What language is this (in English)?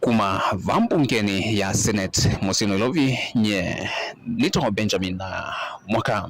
Kamba